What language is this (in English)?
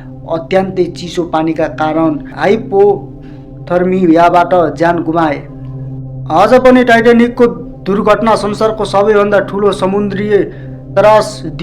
Nepali